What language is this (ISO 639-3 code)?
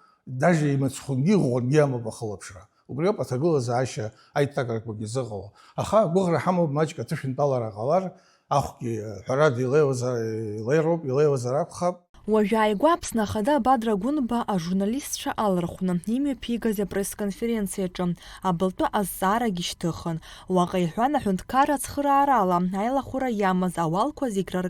abk